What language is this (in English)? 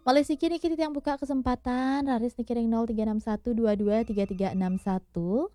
Balinese